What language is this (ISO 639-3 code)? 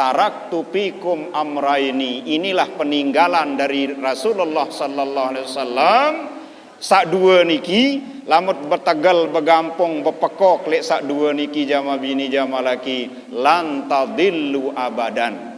sas